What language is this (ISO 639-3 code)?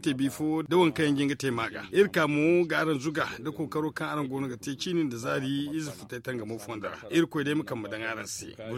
dje